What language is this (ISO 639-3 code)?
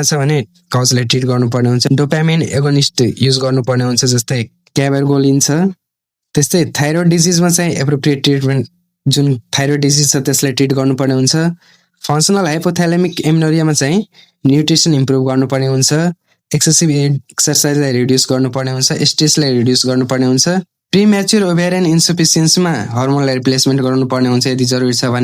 nep